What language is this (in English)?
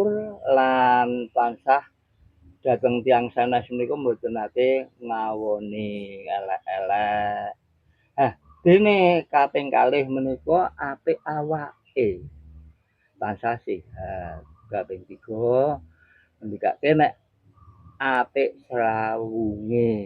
Javanese